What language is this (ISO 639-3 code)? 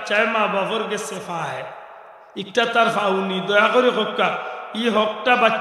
syl